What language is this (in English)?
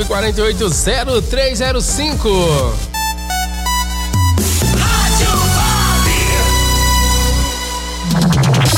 Portuguese